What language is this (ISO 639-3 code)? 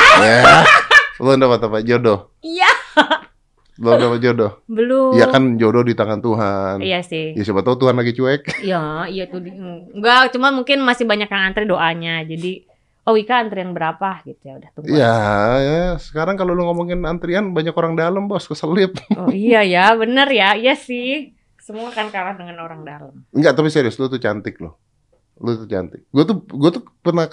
ind